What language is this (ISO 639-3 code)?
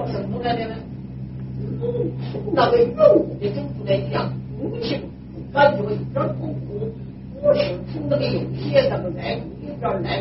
zho